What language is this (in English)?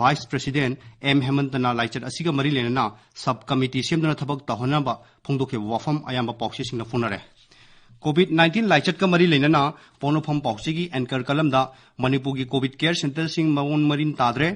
Manipuri